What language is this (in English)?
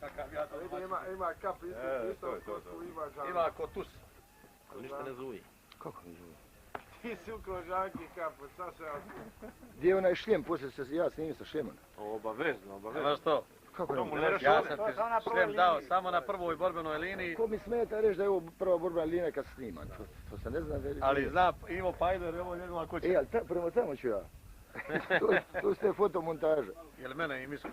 Croatian